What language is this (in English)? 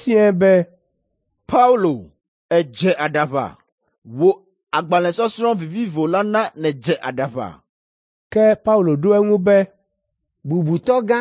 Ewe